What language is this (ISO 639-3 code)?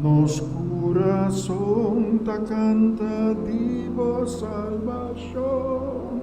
pap